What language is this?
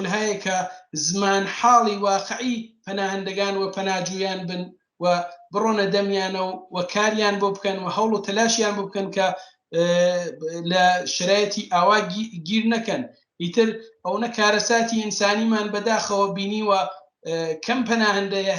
Central Kurdish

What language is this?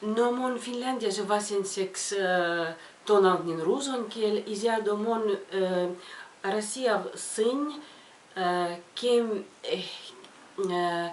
Erzya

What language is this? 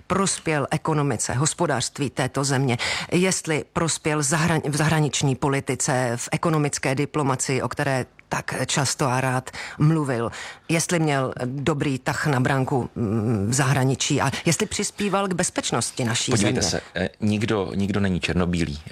Czech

